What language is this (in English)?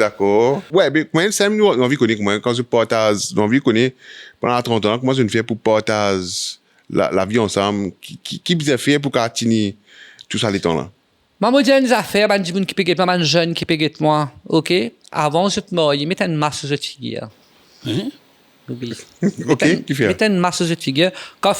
Morisyen